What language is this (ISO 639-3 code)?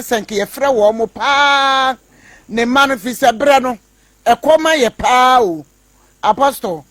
aka